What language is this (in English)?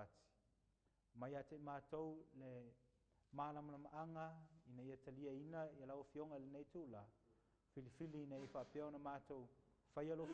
Samoan